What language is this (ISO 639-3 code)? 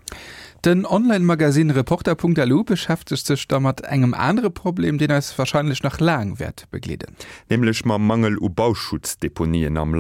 ltz